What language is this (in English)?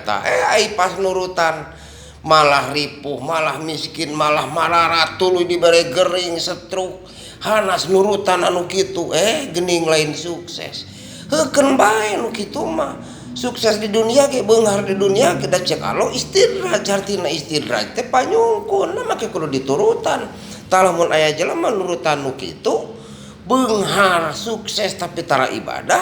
Sundanese